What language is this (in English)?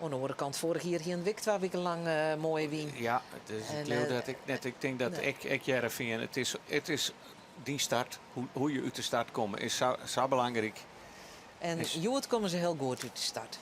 Western Frisian